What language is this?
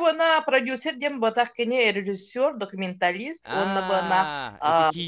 Yakut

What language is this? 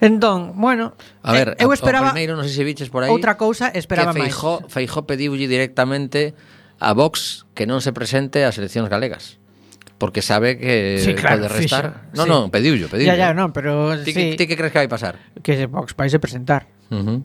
Galician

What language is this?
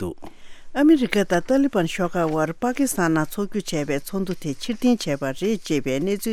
Tibetan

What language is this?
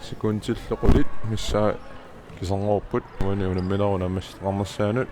Kalaallisut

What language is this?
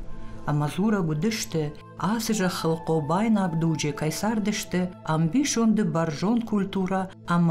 Ossetic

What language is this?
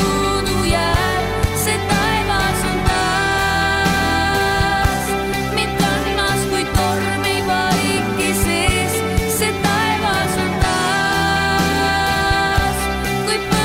Estonian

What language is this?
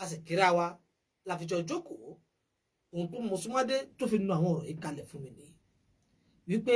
Yoruba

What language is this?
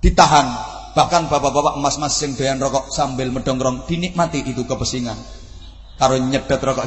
Javanese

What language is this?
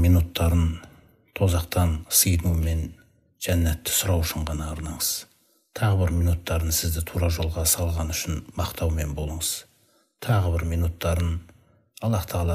Kazakh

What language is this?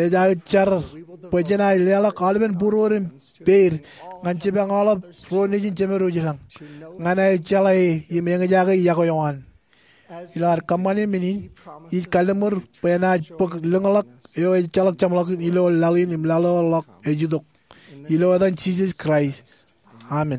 Marshallese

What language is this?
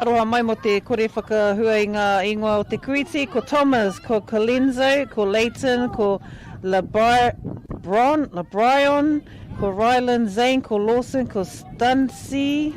Māori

